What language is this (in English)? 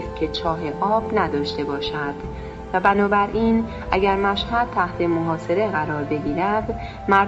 Persian